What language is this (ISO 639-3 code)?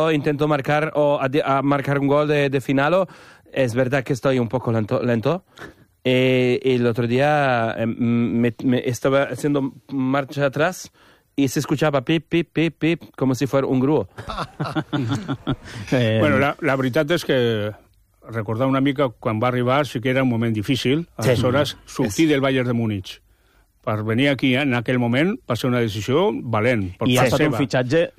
cat